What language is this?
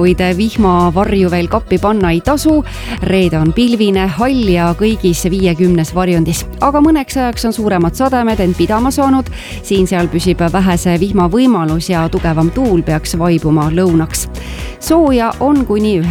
Estonian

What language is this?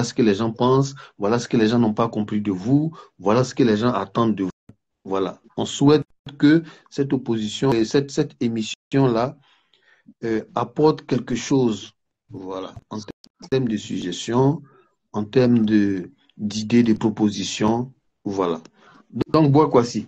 French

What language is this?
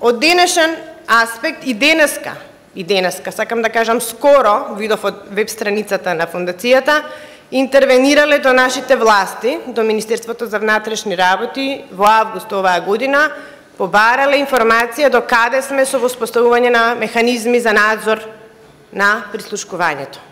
Macedonian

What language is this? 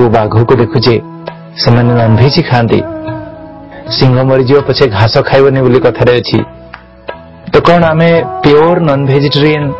Odia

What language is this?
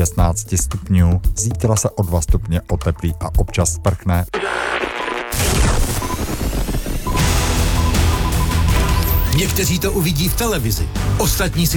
Czech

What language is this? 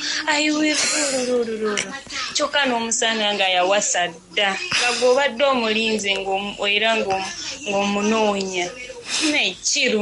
Ganda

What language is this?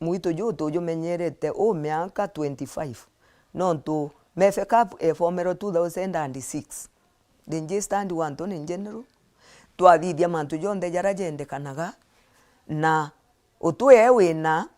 Meru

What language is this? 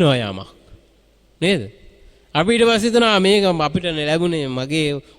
Sinhala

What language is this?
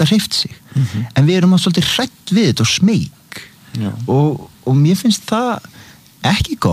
Icelandic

